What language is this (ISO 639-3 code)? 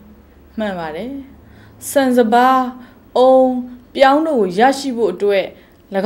mya